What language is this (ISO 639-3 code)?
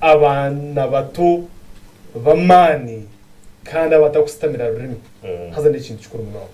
nyn